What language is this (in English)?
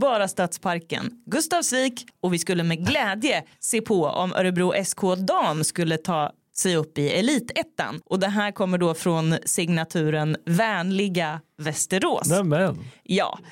Swedish